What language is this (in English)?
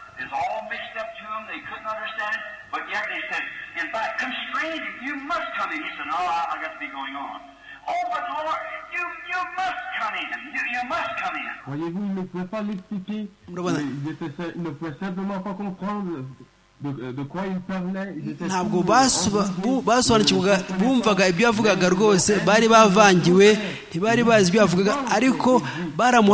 Kinyarwanda